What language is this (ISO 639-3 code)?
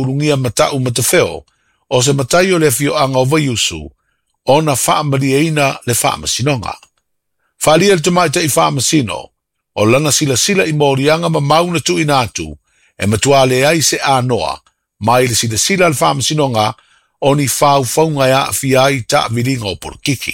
smo